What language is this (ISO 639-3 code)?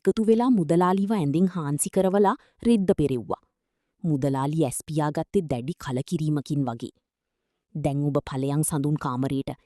sin